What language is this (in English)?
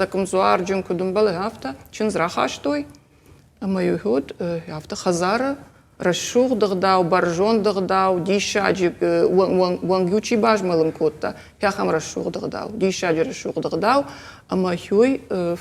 Ossetic